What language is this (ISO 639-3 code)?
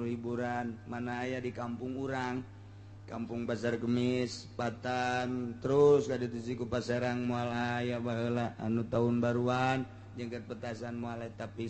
sun